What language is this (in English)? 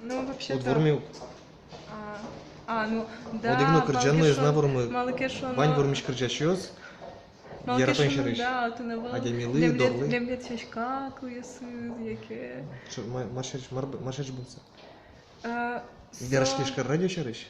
Udmurt